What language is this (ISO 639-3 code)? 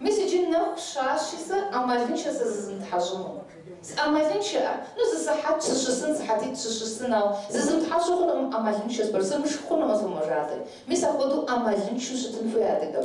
kbd